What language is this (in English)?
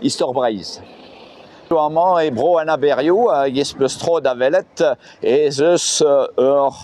Breton